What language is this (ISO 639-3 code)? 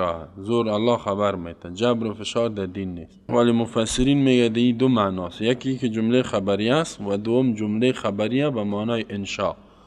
fas